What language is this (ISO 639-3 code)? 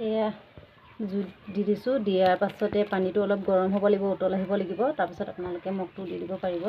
asm